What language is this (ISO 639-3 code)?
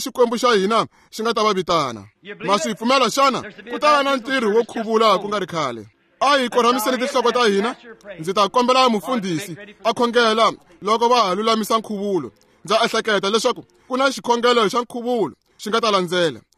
tso